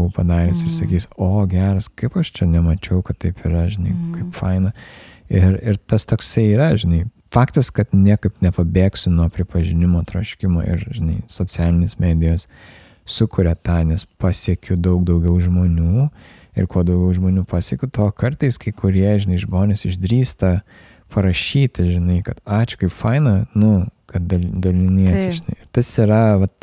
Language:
Lithuanian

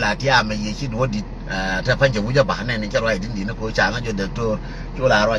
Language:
Nuer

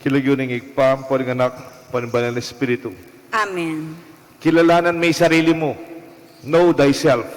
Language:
Pampanga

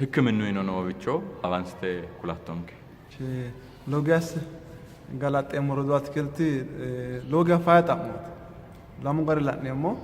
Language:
Sidamo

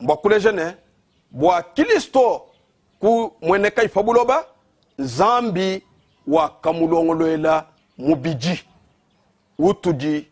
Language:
Luba-Lulua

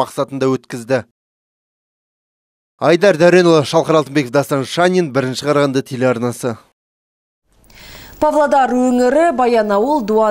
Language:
Kazakh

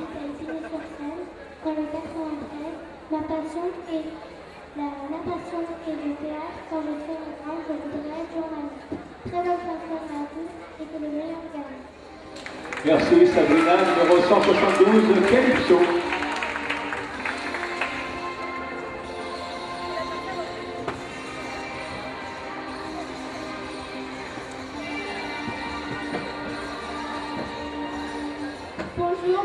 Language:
French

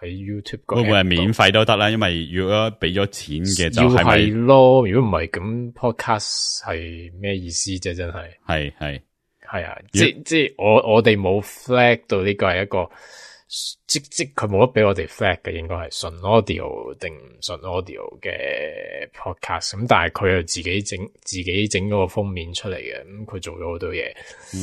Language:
Cantonese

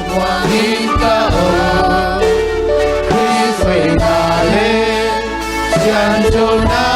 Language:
Tedim Chin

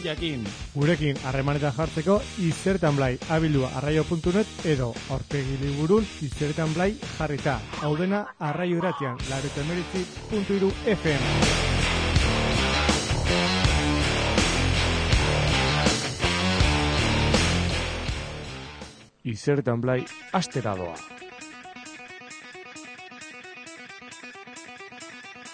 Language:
Basque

